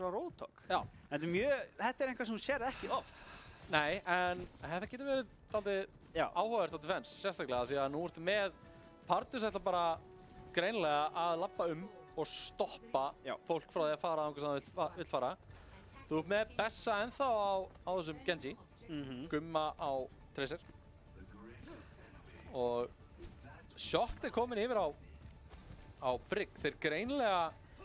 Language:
Icelandic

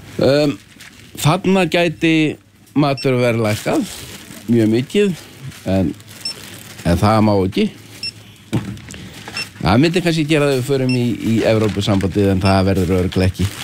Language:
Icelandic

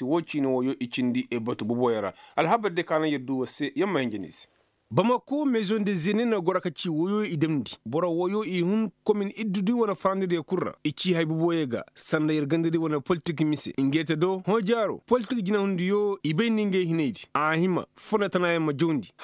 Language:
Koyraboro Senni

